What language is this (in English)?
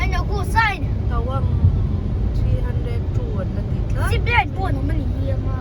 Hmar